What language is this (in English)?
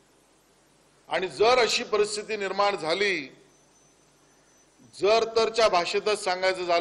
Marathi